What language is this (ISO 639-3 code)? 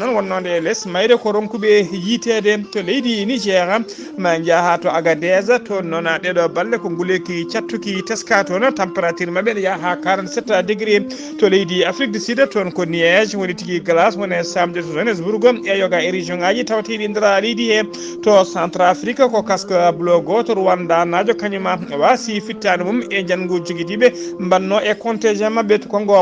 ful